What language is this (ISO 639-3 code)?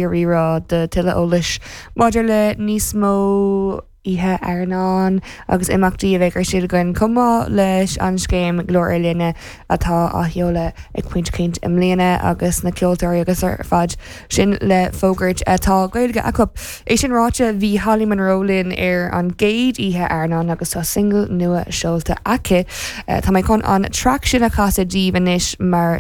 gle